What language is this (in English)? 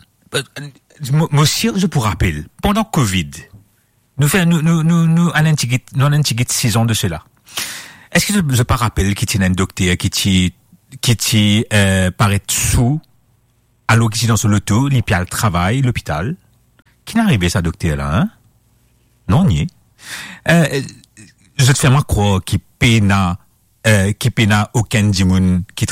Morisyen